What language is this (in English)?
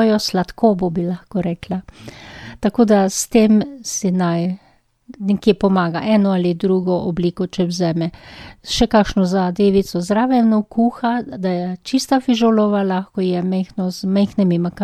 Slovenian